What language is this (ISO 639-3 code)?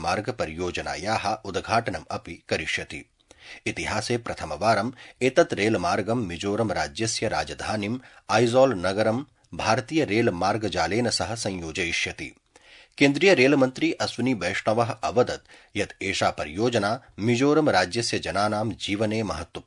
san